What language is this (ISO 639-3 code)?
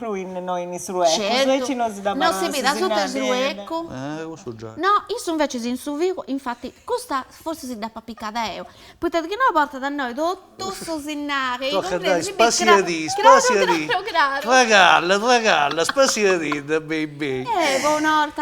srd